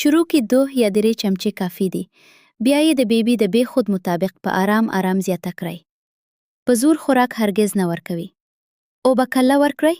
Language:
Pashto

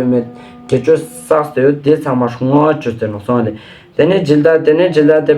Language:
Ladakhi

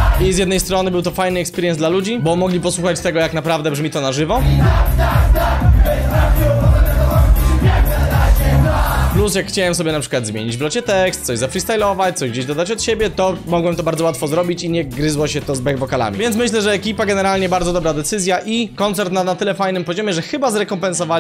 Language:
Polish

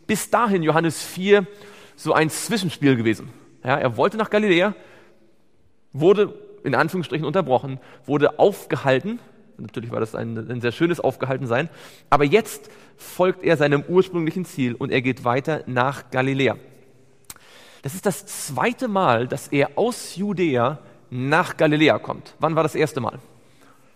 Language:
German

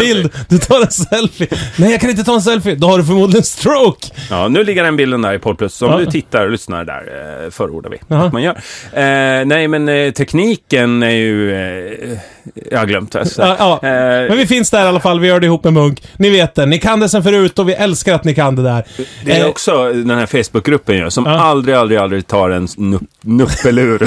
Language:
Swedish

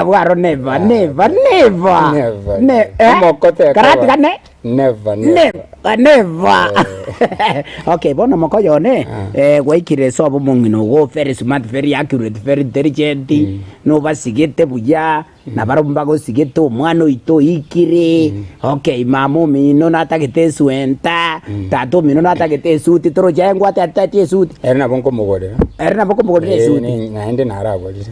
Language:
Gusii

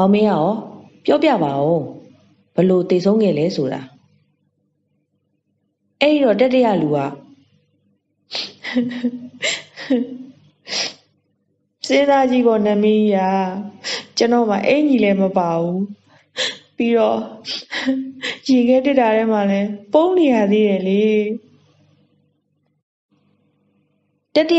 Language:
Burmese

